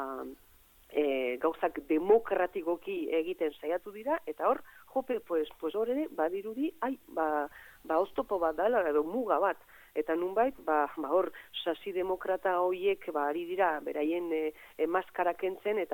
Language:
Basque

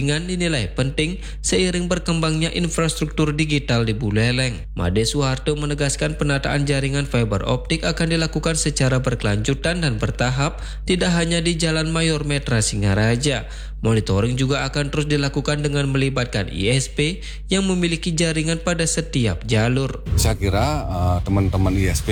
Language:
Indonesian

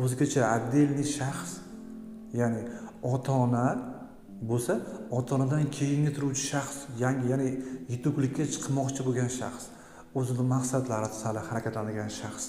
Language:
Uzbek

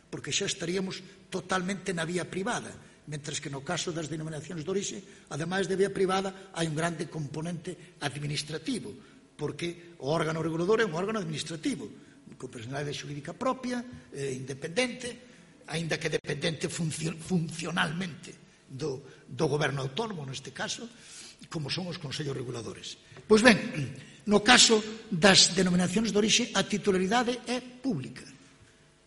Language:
Galician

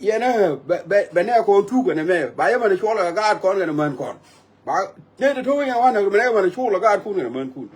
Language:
Nuer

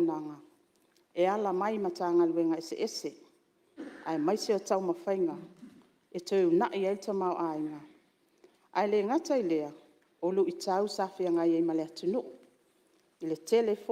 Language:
Samoan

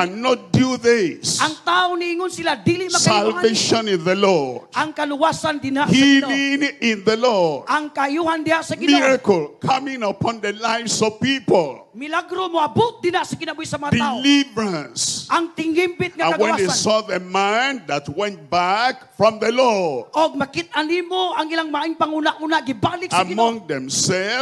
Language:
Cebuano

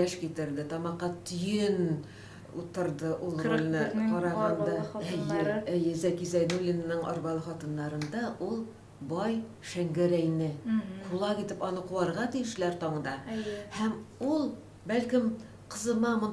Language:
Tatar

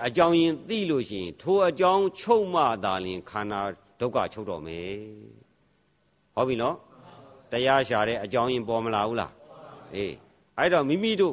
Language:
Burmese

